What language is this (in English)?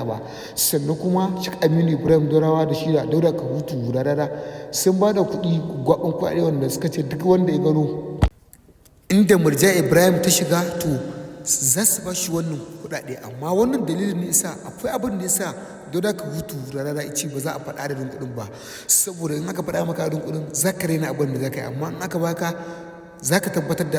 Hausa